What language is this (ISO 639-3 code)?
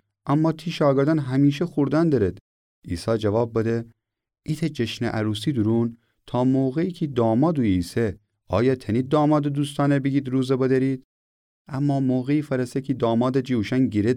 glk